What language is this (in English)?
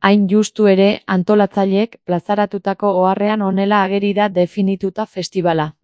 Basque